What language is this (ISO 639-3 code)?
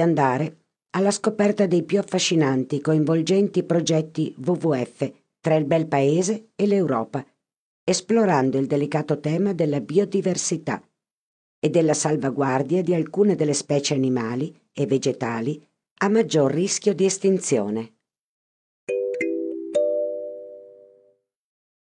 ita